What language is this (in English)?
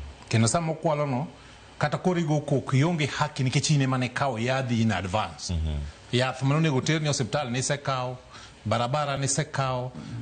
Luo (Kenya and Tanzania)